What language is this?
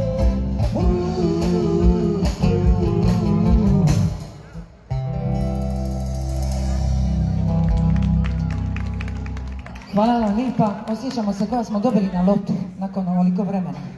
Croatian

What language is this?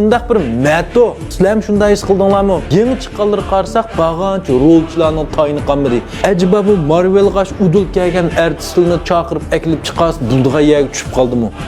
Uyghur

